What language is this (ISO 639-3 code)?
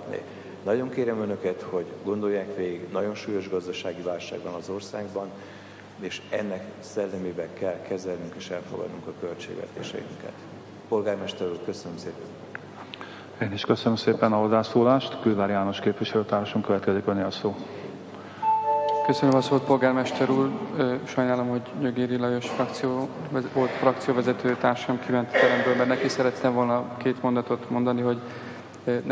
hun